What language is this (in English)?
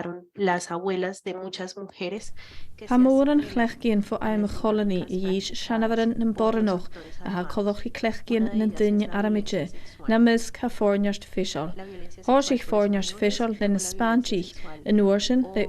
Scottish Gaelic